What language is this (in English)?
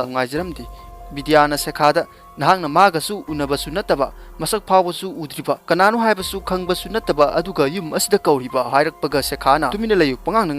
Manipuri